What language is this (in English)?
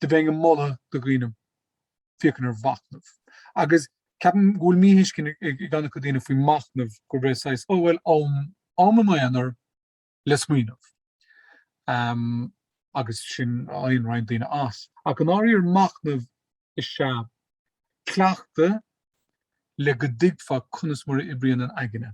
Irish